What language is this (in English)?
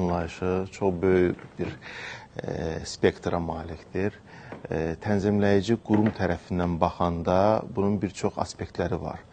Azerbaijani